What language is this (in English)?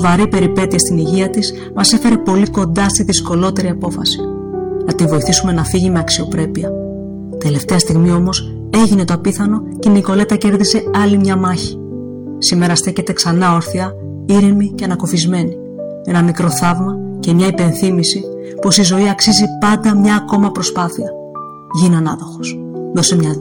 Greek